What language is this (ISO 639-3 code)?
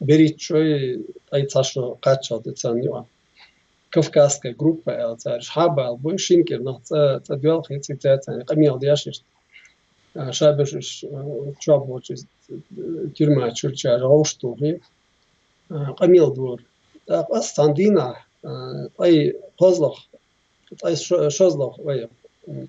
che